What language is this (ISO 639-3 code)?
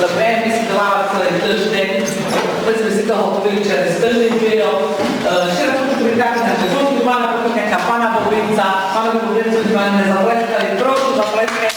rue